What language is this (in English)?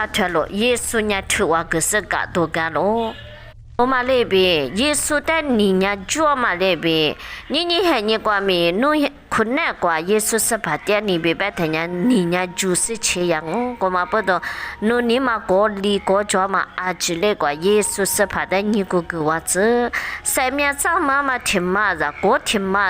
Lisu